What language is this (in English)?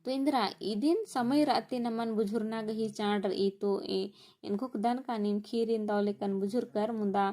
Kurukh